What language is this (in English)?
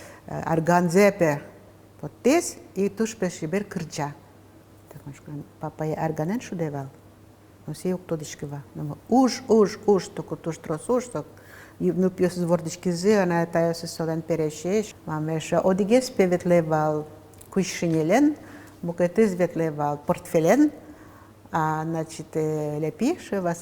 Udmurt